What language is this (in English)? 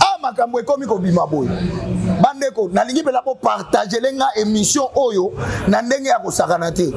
Lingala